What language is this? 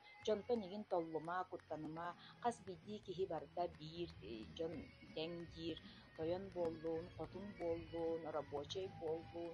Yakut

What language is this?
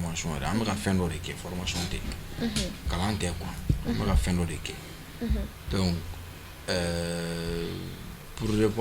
Bambara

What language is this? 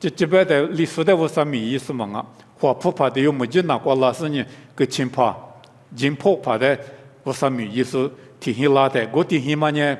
Lisu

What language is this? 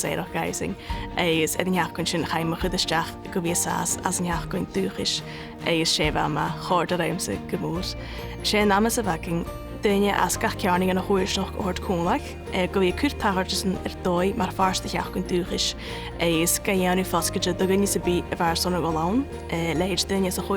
Scottish Gaelic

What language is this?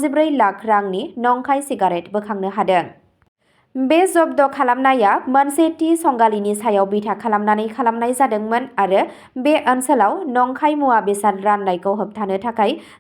Bodo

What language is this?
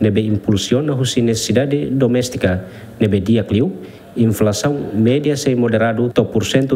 Tetum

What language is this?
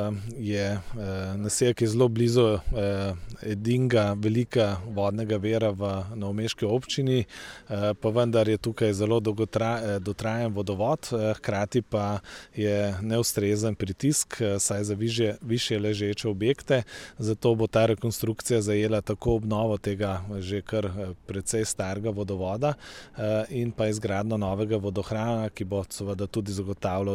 Slovenian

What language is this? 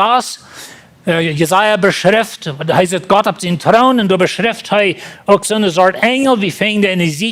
Plautdietsch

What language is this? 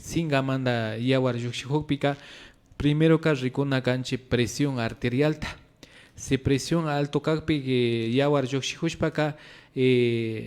Imbabura Highland Quichua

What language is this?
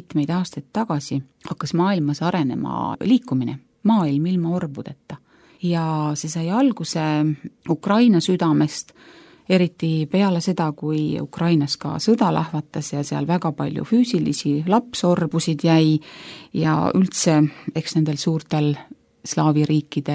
Estonian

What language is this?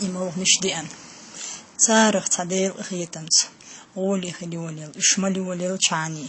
Chechen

